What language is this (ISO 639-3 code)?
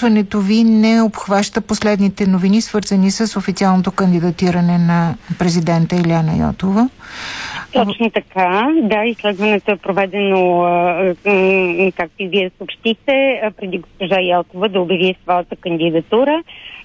bul